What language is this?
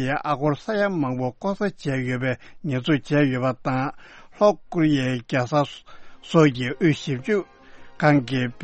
Tibetan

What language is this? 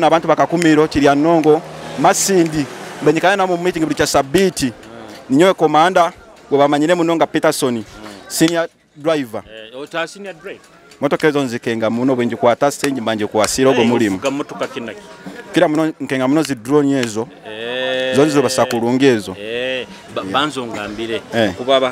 Nyoro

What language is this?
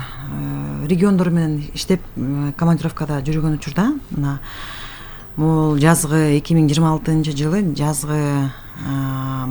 Kyrgyz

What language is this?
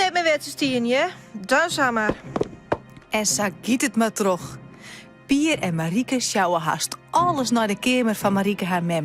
Western Frisian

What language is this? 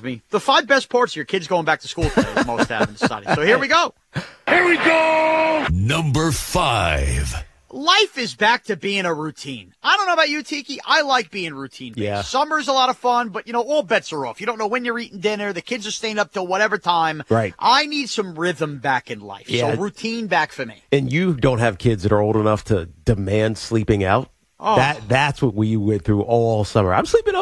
English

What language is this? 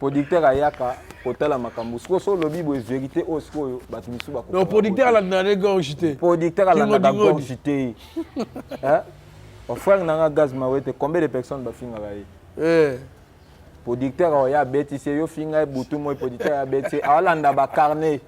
Lingala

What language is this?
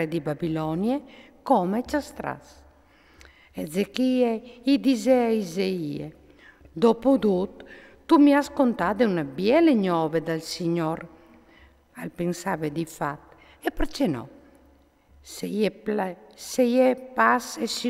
Friulian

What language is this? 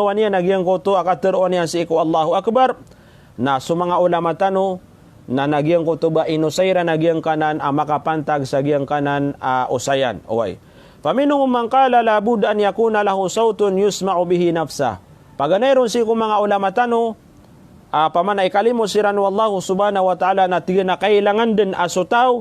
Maranao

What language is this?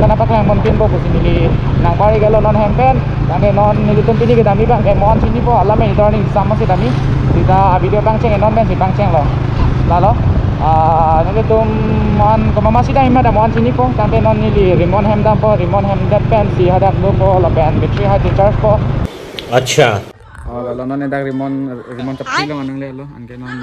Karbi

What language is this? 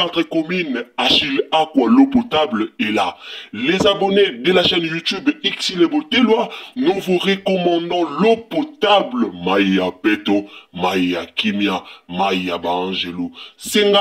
Lingala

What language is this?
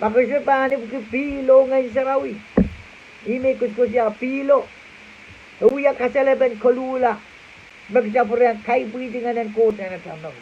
Pohnpeian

